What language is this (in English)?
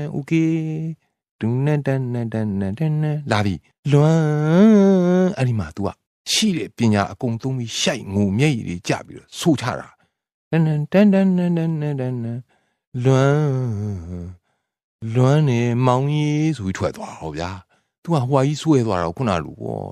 Burmese